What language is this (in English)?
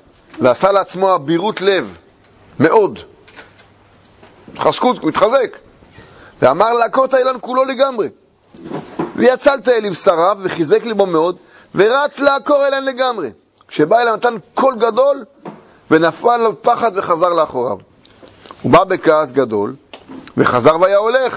Hebrew